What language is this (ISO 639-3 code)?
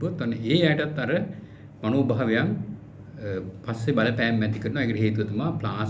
sin